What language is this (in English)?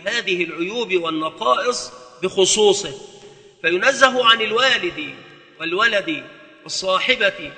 Arabic